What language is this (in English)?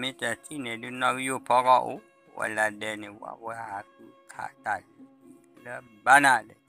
S'gaw Karen